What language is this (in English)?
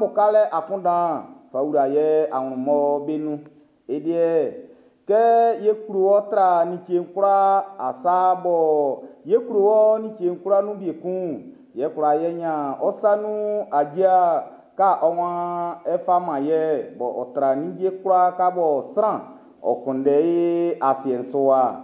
Baoulé